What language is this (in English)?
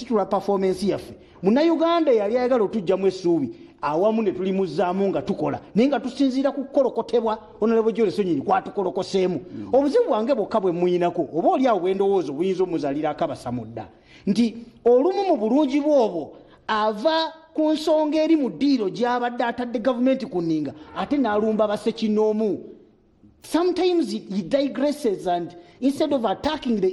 Ganda